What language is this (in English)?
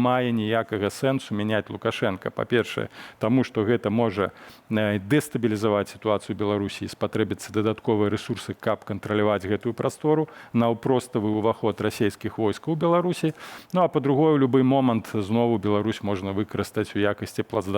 Belarusian